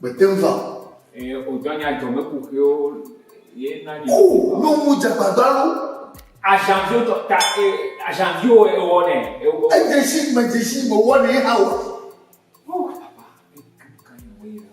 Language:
Ewe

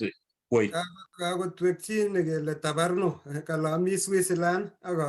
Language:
Kalenjin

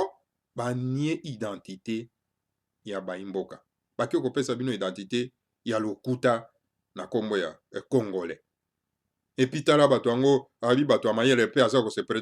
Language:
Lingala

